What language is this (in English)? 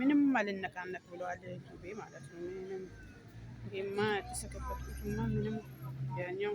Amharic